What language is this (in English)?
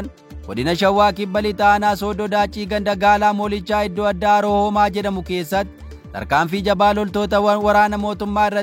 Oromo